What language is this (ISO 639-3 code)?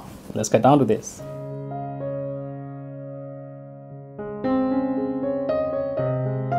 mya